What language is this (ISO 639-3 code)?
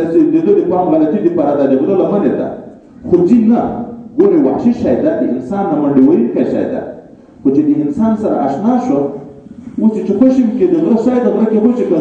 pus